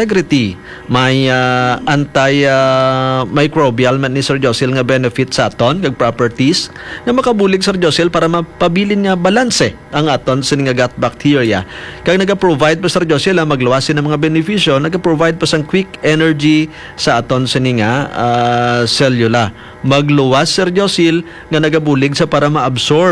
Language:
Hiligaynon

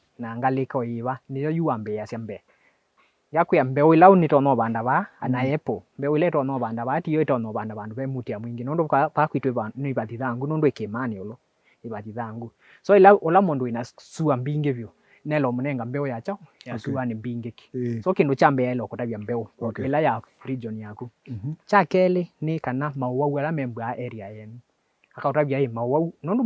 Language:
Kamba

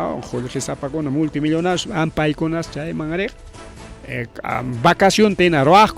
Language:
Ayacucho Quechua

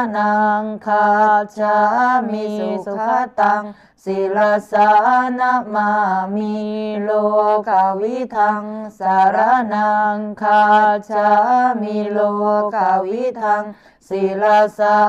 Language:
Pali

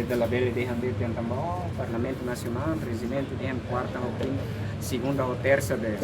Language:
Tetum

